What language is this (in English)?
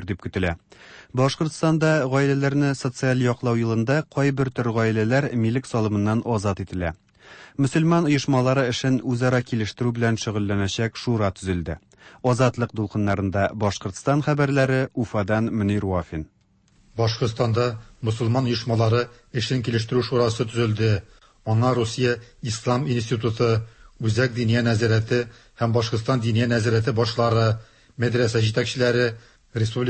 Tatar